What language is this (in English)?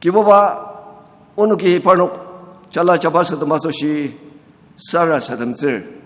Ao Naga